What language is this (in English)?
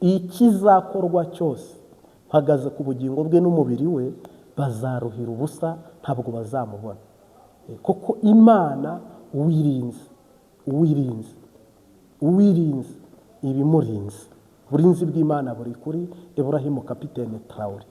Kinyarwanda